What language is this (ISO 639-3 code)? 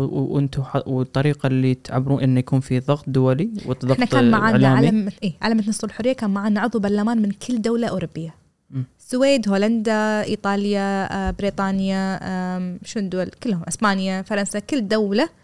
afb